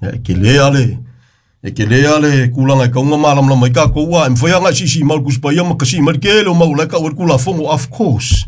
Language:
Samoan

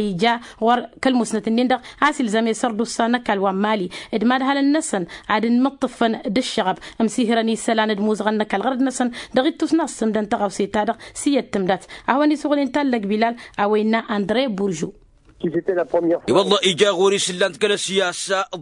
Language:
Tamasheq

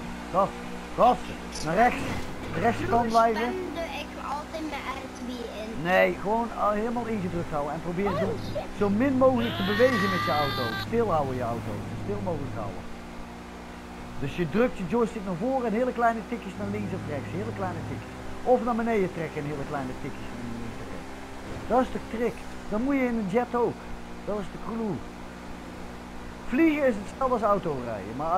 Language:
Dutch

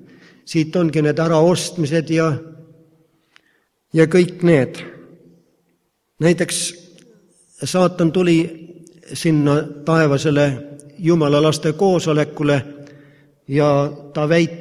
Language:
Estonian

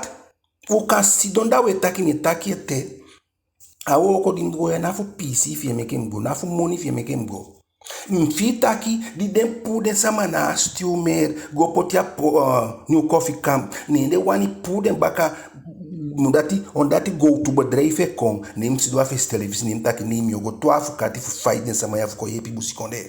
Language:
Eastern Maroon Creole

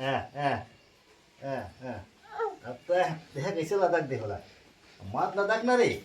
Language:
Chhattisgarhi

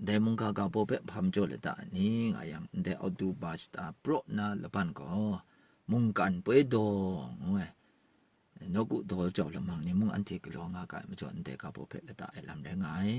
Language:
Kachin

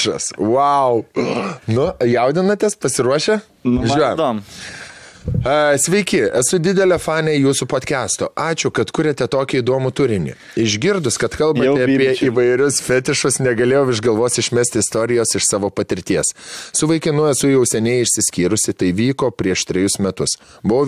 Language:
Lithuanian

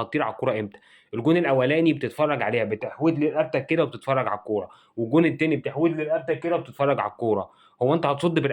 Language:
Egyptian Arabic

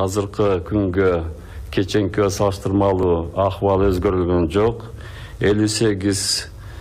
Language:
Kyrgyz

